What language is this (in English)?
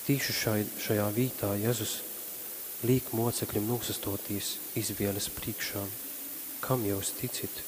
Latgalian